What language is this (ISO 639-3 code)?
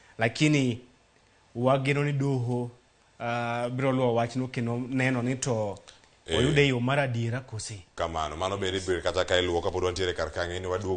luo